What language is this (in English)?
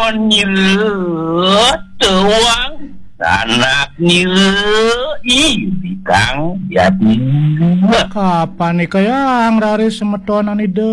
Balinese